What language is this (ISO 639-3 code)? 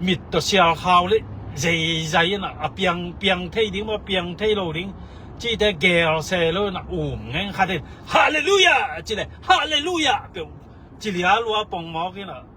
ctd